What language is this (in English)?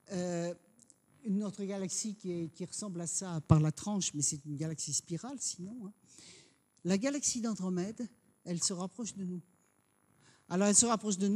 French